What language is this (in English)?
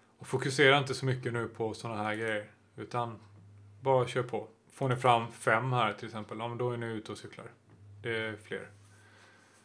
Swedish